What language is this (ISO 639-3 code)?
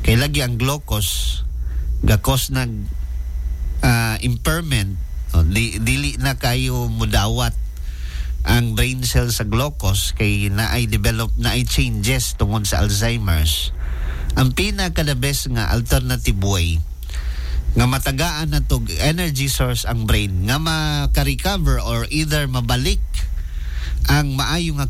ceb